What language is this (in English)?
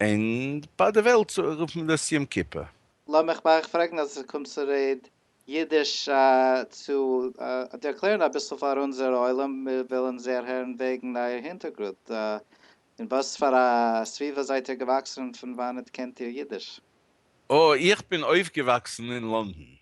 Yiddish